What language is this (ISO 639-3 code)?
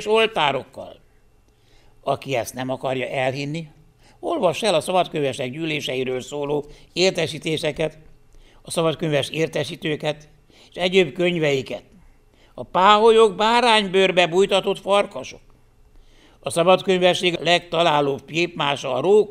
hun